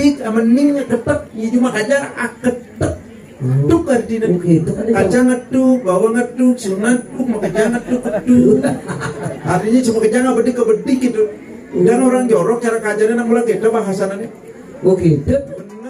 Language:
Balinese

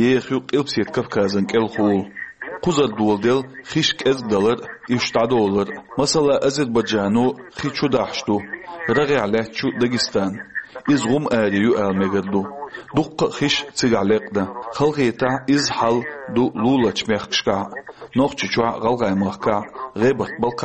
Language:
Chechen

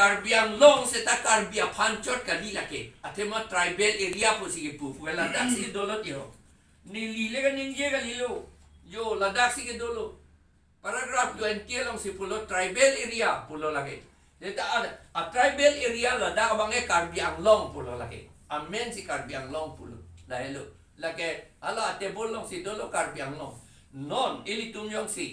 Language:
Karbi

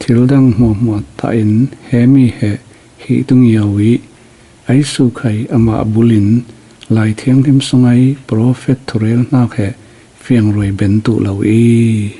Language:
Falam Chin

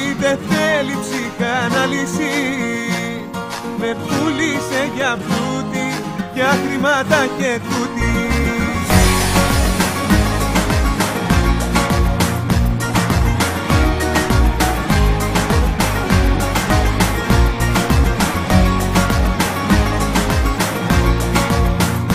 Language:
Greek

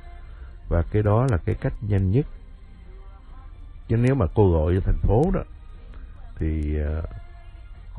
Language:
Vietnamese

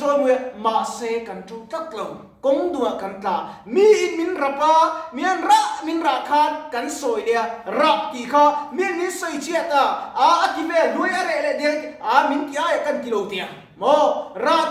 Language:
Mizo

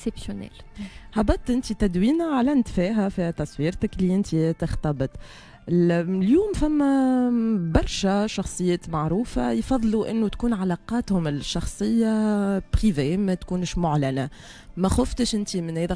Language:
Tunisian Arabic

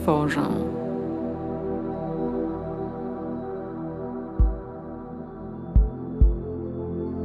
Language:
Polish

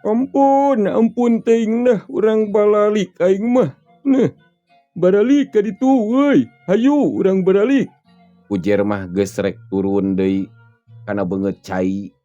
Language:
Sundanese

